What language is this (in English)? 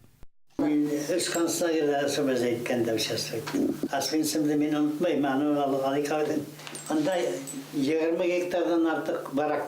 Bashkir